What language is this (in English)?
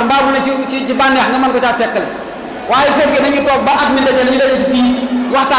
Wolof